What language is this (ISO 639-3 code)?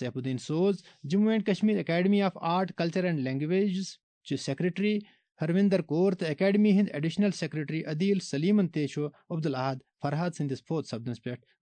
kas